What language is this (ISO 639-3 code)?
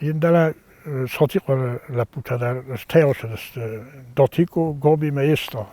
oss